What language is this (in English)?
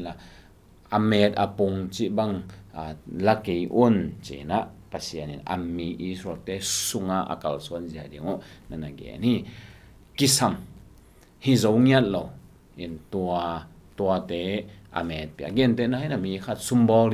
Tedim Chin